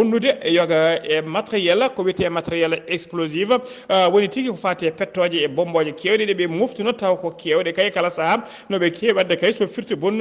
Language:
Fula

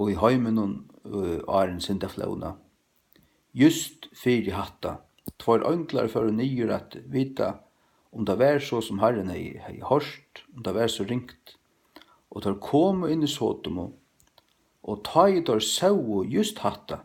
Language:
Faroese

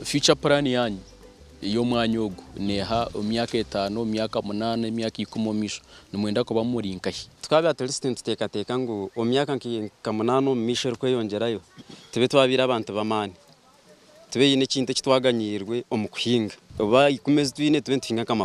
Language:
Nyankole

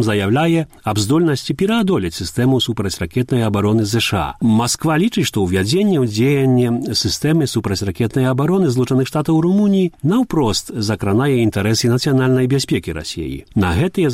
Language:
Belarusian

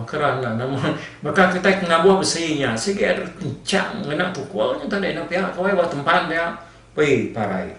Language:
Iban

